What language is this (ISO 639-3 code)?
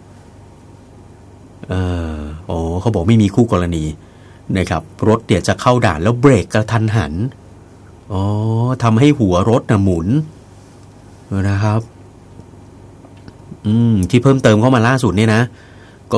tha